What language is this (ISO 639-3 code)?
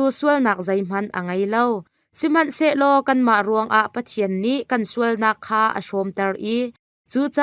cnh